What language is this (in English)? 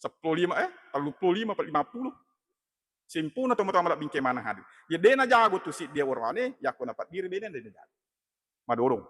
Buginese